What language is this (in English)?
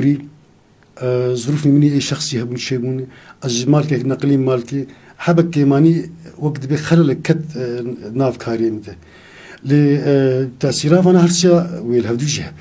Kurdish